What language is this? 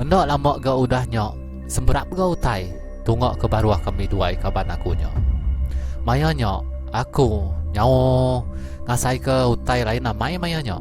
Iban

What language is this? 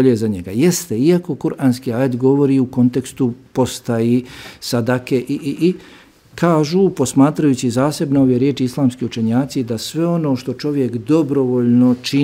Bosnian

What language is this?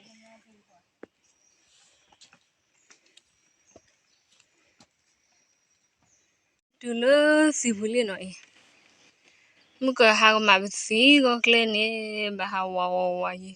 S'gaw Karen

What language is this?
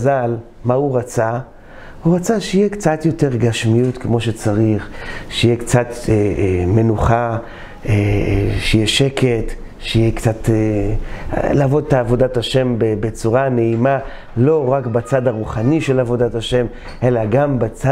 Hebrew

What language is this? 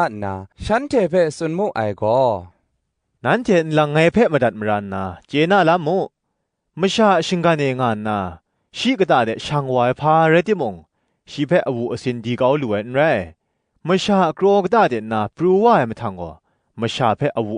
Kachin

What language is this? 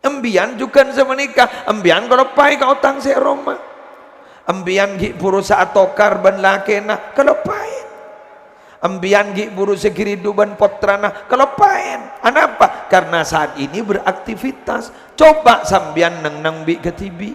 Madurese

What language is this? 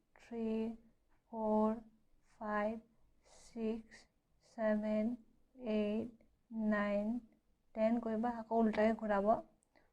Assamese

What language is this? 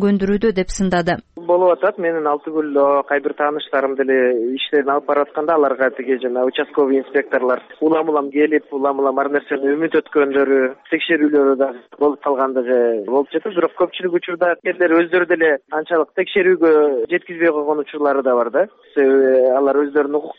Kyrgyz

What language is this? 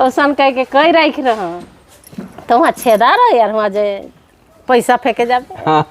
Sadri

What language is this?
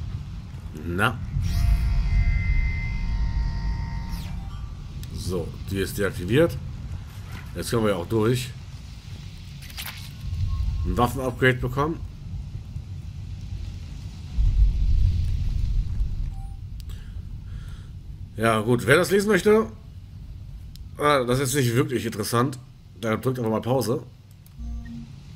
German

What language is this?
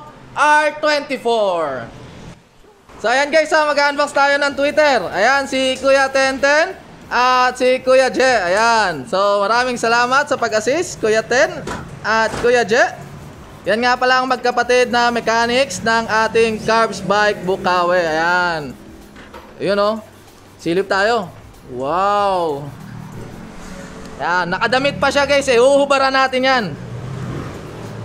Filipino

